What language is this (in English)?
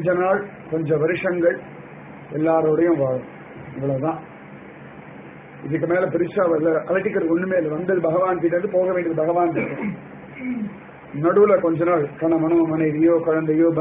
Tamil